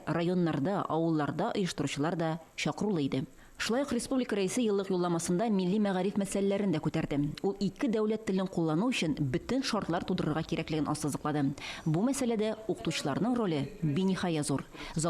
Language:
Tatar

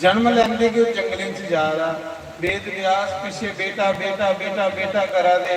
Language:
Dogri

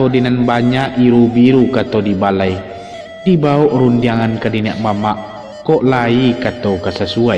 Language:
Minangkabau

